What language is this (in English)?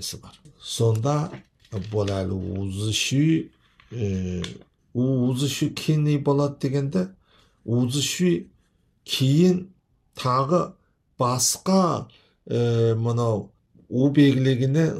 Kazakh